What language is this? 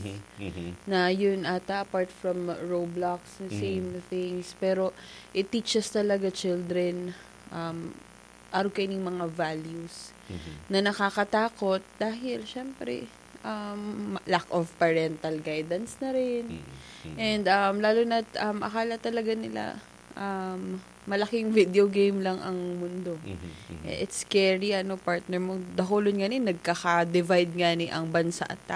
Bikol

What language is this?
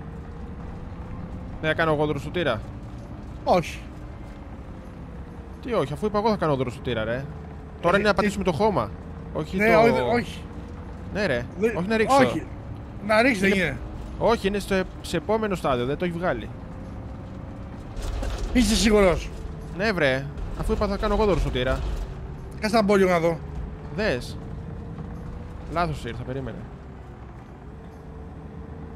Greek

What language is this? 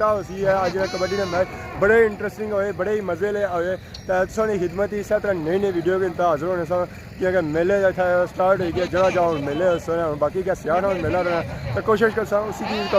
Pahari-Potwari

